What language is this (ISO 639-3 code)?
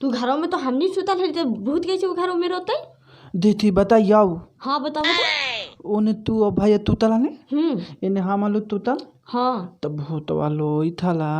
mag